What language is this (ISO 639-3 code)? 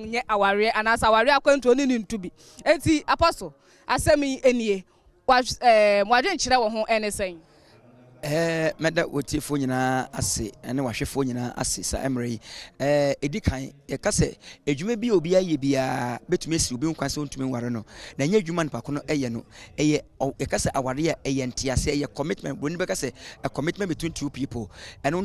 aka